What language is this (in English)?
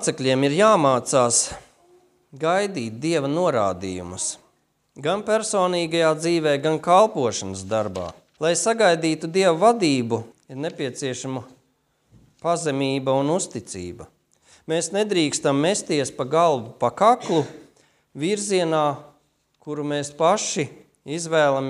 Latvian